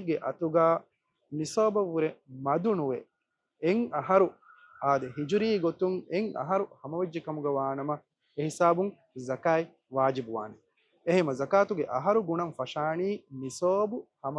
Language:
Divehi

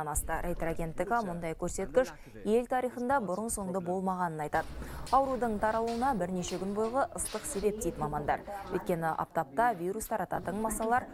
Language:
Kazakh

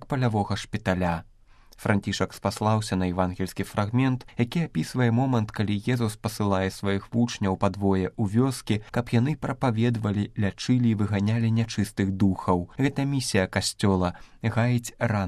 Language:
Belarusian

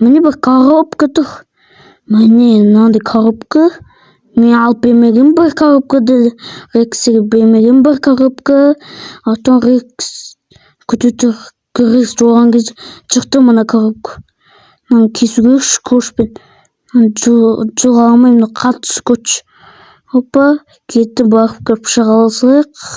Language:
Kazakh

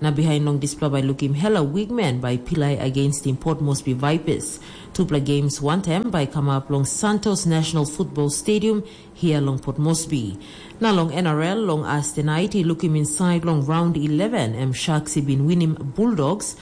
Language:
Tok Pisin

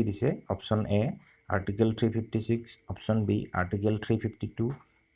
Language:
Assamese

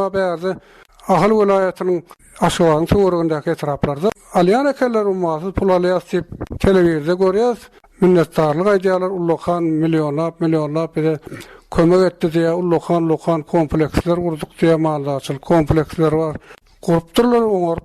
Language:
Turkmen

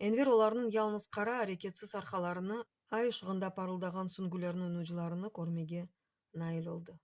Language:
Crimean Tatar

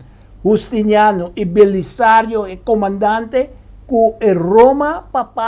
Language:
Papiamento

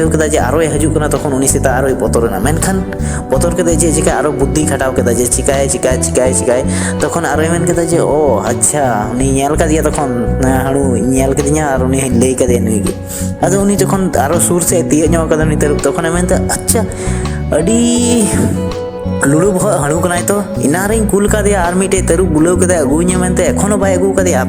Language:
Santali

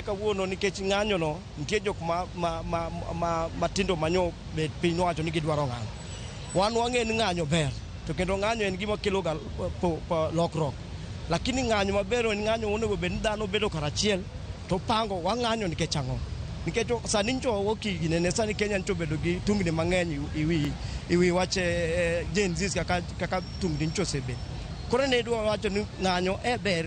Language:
Luo (Kenya and Tanzania)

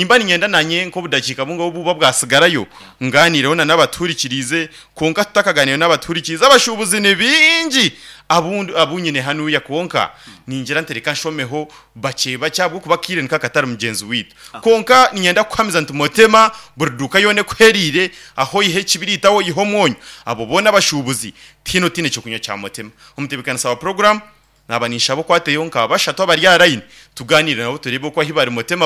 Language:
Nyankole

